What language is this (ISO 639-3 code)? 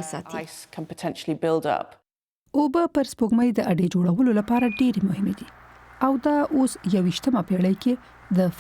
pus